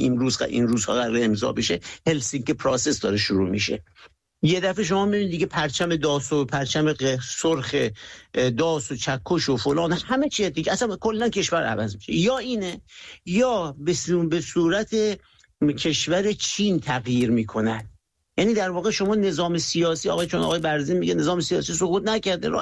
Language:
Persian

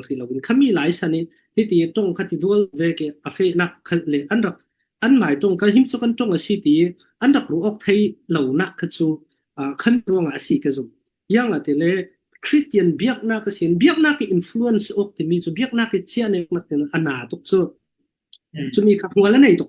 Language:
Falam Chin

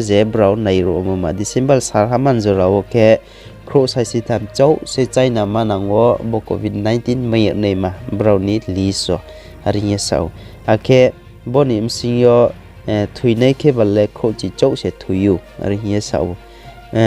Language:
Riang (India)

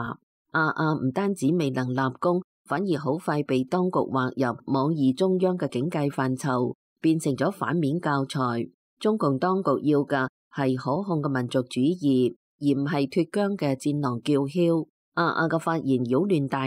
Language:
Cantonese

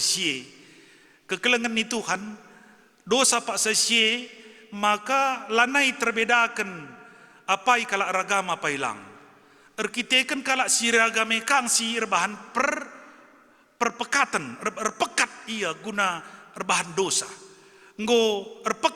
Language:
Batak Karo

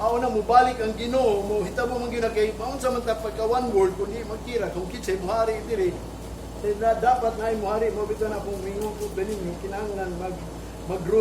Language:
Cebuano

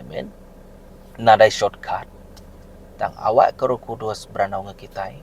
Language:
Iban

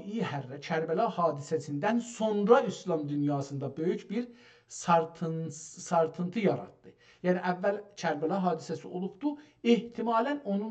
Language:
South Azerbaijani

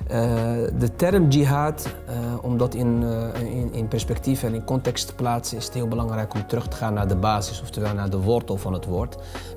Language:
Dutch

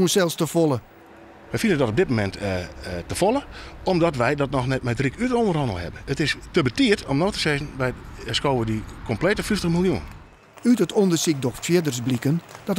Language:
Western Frisian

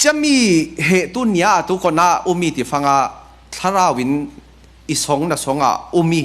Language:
Falam Chin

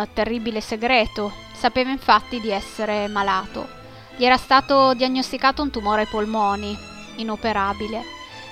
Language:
Italian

